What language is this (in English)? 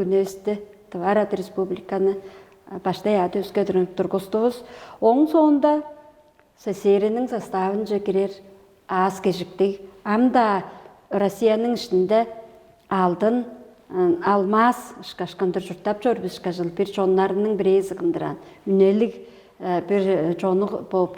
Tuvinian